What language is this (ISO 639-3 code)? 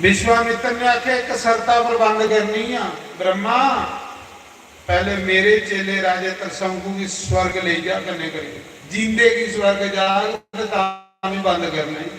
doi